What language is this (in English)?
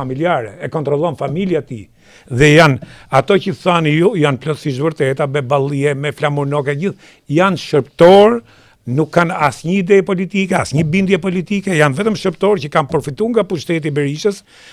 Albanian